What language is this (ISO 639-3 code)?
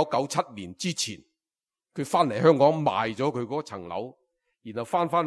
yue